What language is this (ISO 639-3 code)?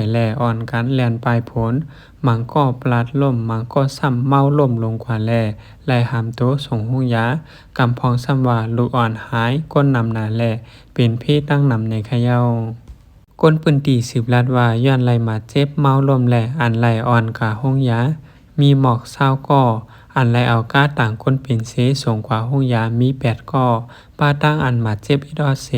lao